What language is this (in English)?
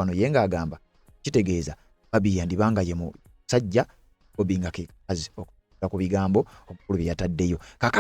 Ganda